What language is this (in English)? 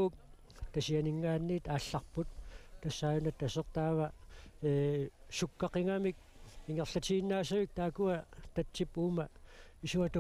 Kalaallisut